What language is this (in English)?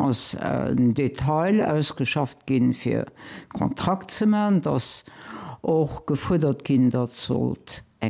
Luxembourgish